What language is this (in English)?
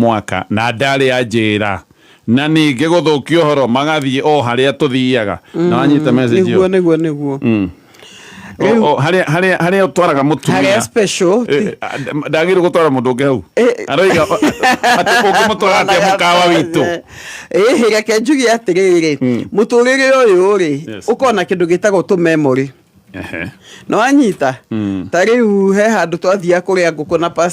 Kikuyu